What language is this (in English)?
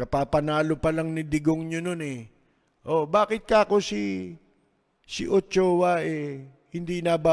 Filipino